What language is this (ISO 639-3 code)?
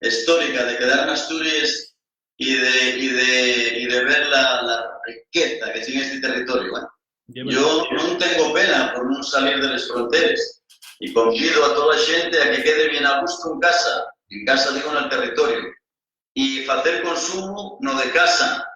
ast